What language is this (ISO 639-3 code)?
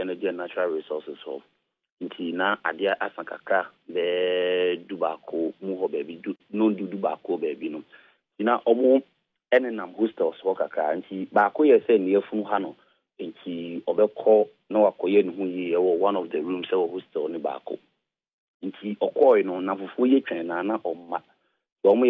aka